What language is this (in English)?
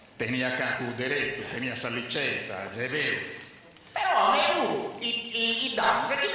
Sardinian